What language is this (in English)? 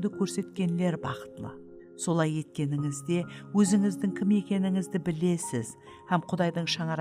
Kara-Kalpak